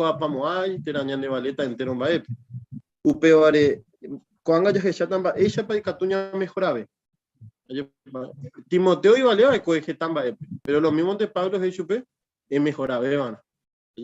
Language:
Guarani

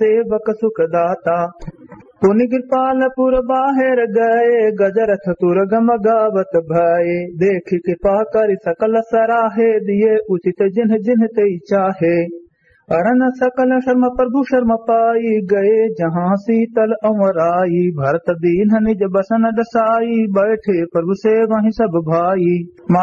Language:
Awadhi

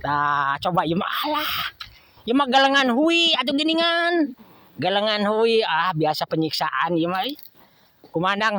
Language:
Sundanese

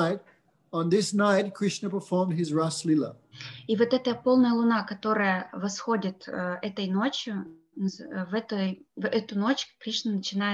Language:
Russian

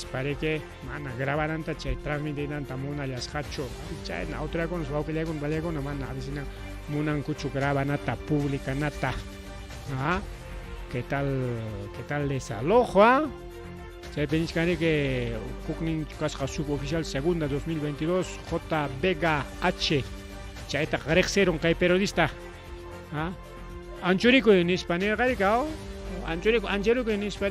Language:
Ayacucho Quechua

